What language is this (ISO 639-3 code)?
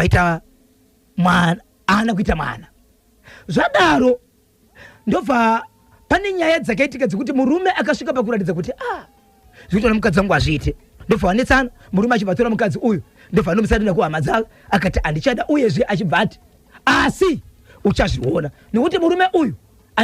sna